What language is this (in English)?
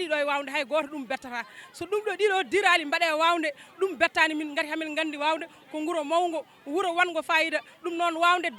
Fula